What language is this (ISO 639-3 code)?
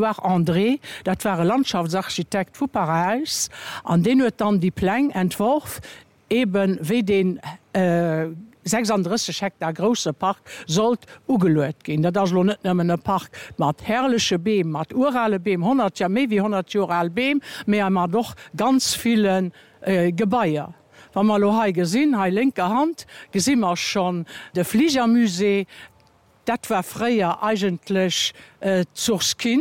ltz